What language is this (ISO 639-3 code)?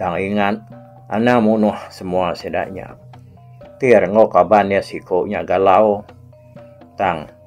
iba